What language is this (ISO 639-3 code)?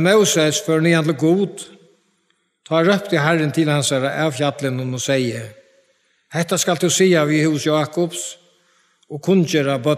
fao